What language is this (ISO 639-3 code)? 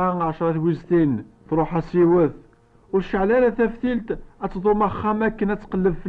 kab